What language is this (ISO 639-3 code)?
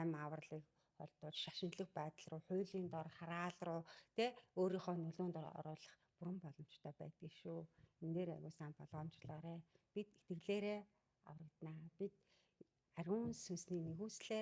mon